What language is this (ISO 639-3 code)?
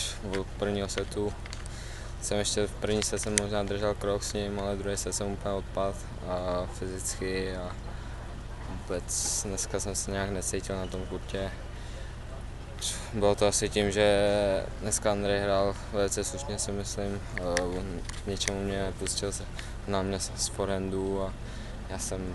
ces